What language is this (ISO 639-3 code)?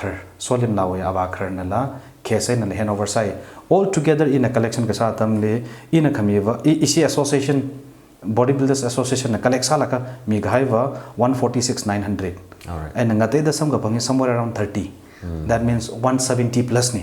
nmf